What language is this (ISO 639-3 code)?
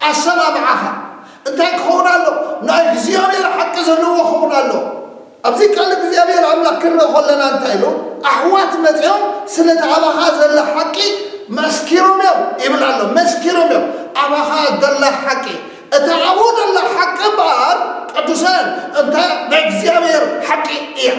tir